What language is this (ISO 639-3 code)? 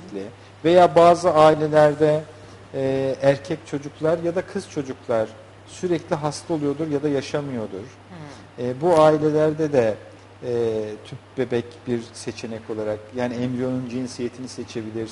tur